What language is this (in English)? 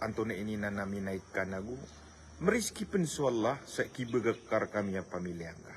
Maranao